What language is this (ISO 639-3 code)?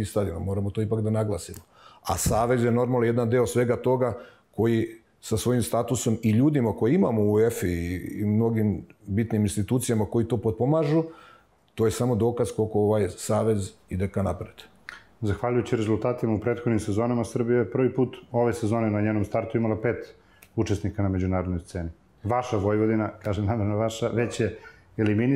srp